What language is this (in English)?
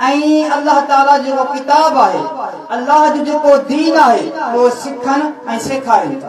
Sindhi